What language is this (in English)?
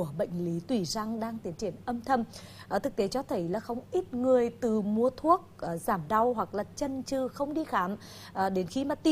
Vietnamese